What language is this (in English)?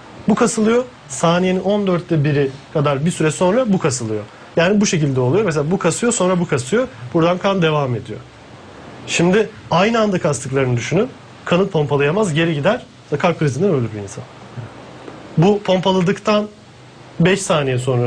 Turkish